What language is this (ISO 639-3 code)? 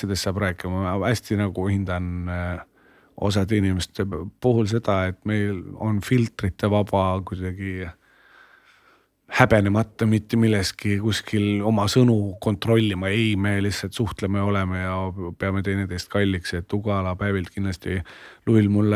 est